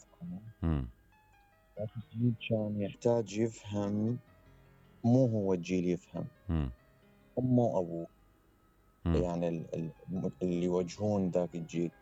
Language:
Mesopotamian Arabic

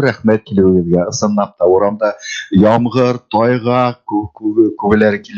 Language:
Bashkir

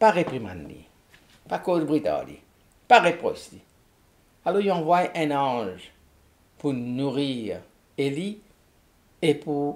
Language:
Morisyen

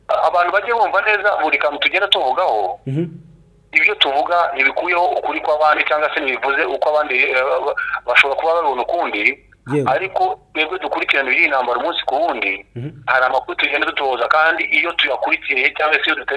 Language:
Kinyarwanda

